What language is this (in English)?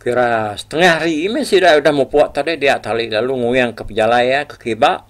Iban